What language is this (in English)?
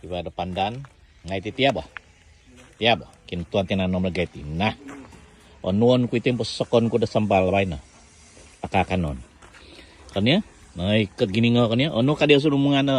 Central Dusun